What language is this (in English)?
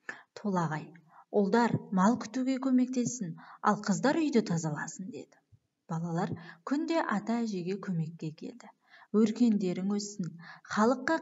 Kazakh